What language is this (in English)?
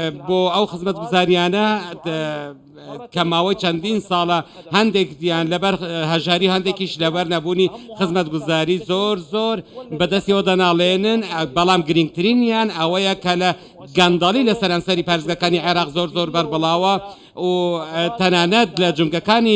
Central Kurdish